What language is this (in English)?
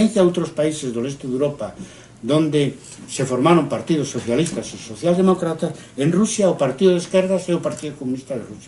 Galician